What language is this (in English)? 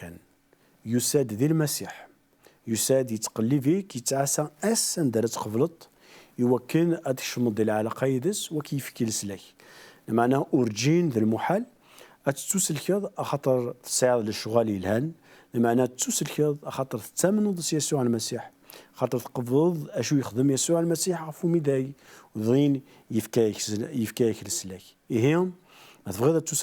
Kabyle